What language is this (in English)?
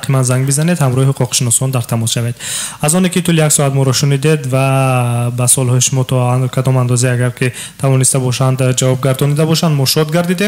Tajik